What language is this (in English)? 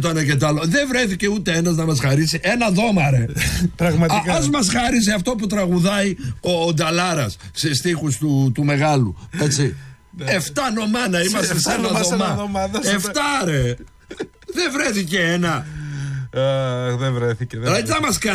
Greek